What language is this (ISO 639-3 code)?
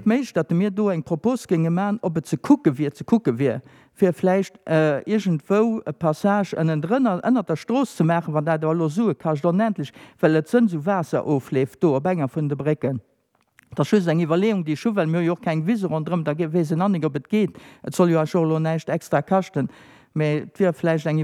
ltz